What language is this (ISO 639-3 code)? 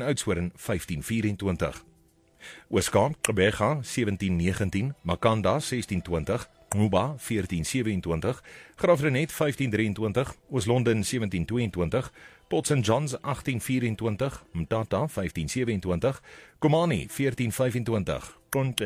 afr